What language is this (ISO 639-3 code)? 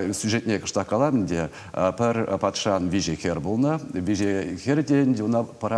chv